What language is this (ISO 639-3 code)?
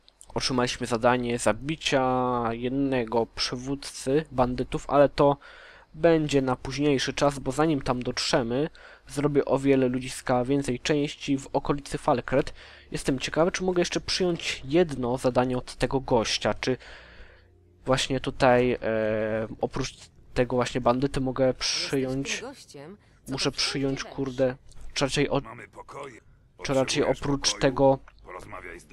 pol